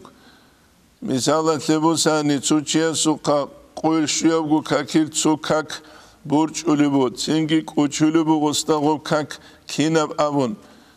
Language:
Avaric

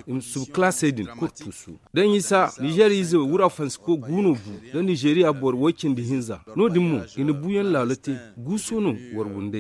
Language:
Zarma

